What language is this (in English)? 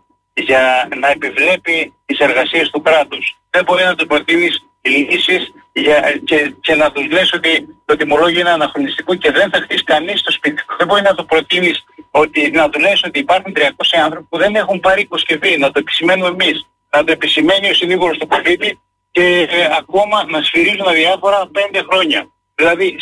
Greek